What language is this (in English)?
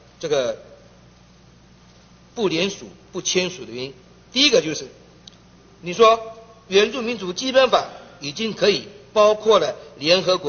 Chinese